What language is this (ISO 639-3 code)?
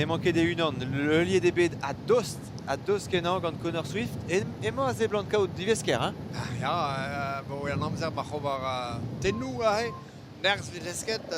bre